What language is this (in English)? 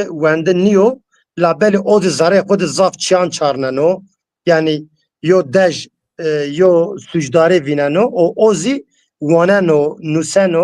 Zaza